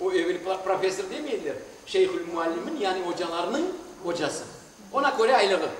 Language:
Crimean Tatar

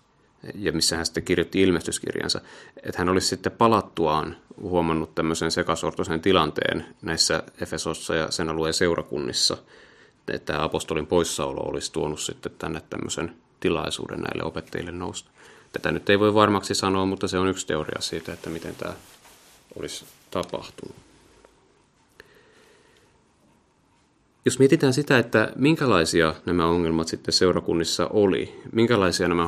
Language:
Finnish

